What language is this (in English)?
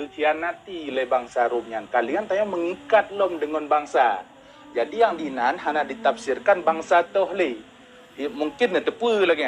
Achinese